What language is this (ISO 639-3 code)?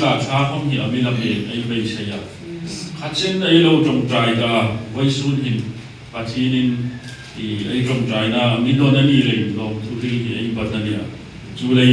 hmr